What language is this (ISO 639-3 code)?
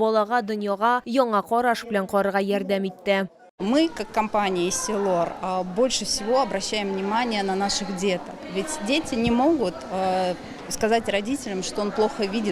tat